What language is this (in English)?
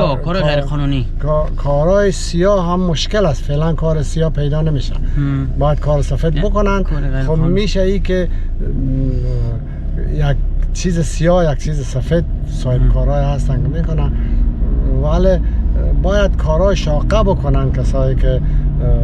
Persian